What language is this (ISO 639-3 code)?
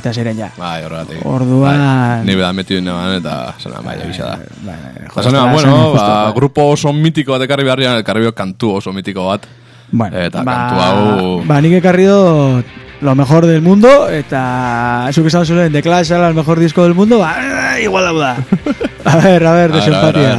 eus